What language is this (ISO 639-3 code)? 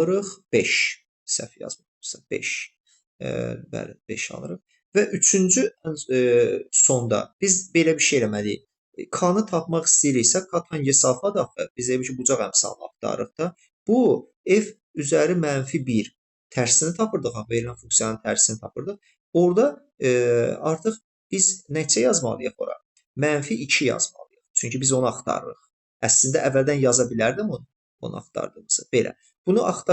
aze